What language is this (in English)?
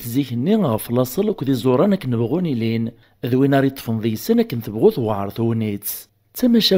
Kabyle